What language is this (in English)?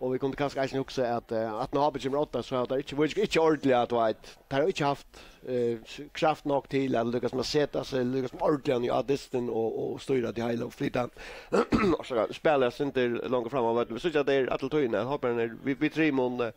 Faroese